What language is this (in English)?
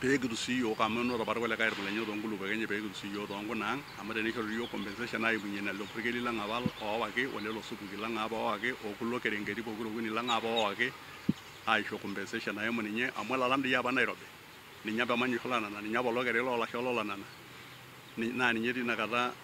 Masai